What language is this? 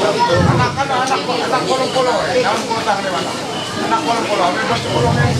Ma'anyan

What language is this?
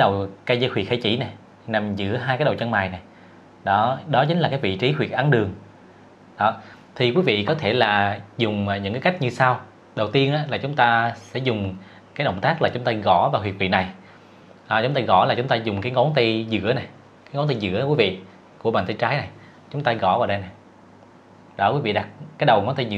Vietnamese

